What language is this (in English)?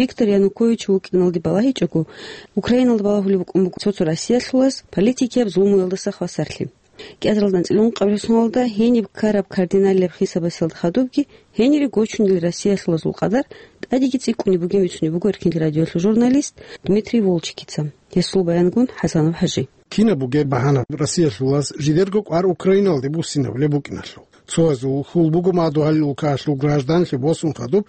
Avaric